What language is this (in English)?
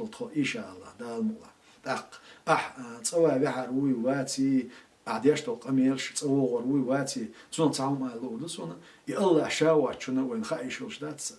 Chechen